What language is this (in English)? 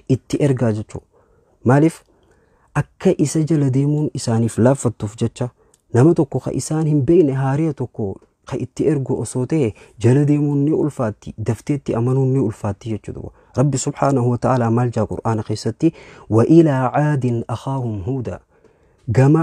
Oromo